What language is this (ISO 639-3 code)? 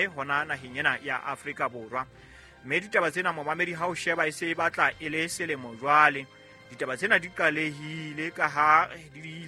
sot